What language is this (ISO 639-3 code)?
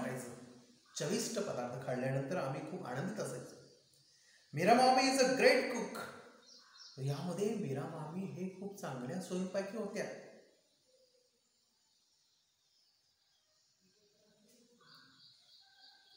mar